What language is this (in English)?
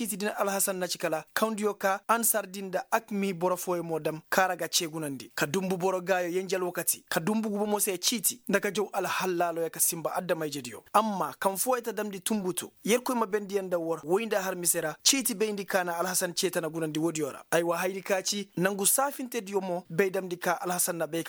Koyraboro Senni